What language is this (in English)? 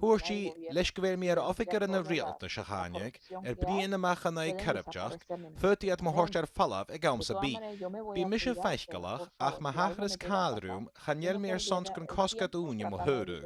Scottish Gaelic